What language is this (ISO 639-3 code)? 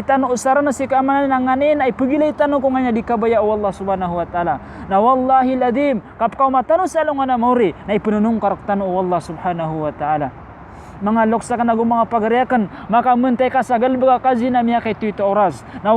mrw